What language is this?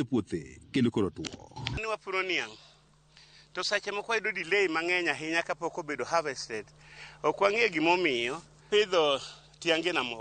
Luo (Kenya and Tanzania)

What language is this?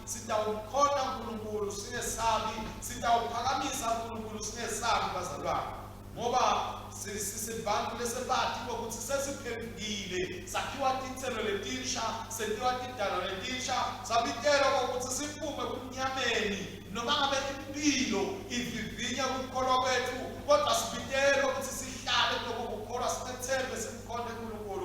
Swati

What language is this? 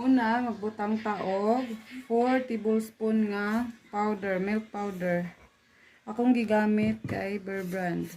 Cebuano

